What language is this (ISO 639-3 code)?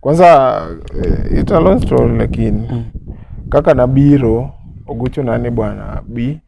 luo